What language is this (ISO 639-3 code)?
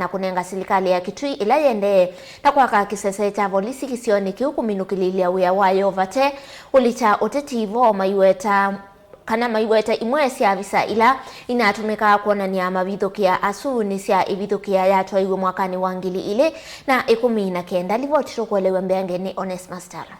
kam